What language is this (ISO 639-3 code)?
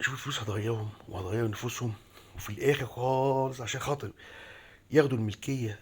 arz